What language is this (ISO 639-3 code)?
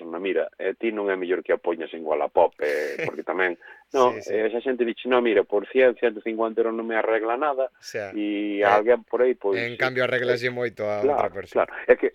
glg